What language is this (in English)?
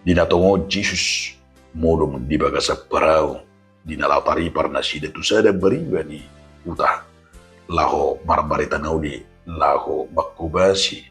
Batak Toba